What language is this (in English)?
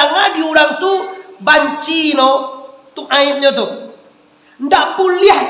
Minangkabau